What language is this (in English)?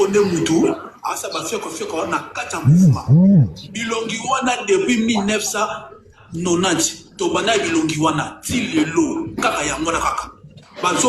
Lingala